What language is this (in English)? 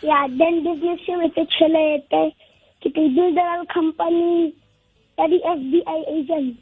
Southern Sotho